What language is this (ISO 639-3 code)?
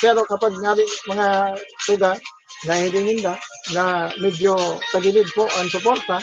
bik